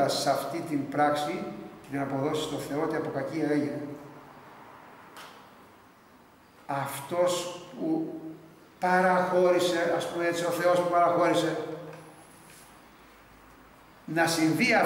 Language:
Greek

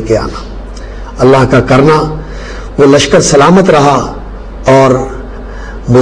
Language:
Urdu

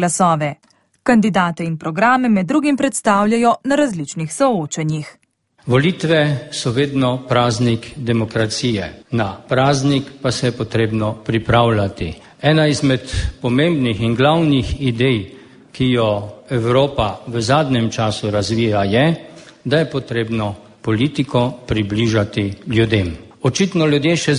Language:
Slovenian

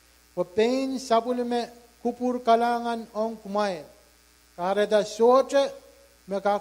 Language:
Pohnpeian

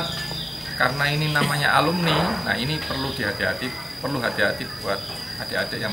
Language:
Indonesian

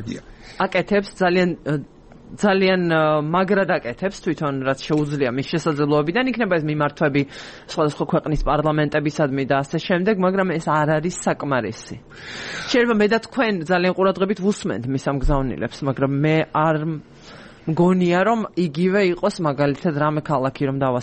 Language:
Georgian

